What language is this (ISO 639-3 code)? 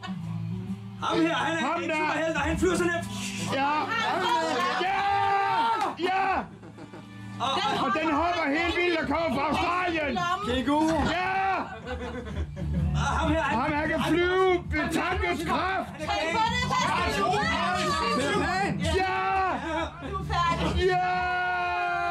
dan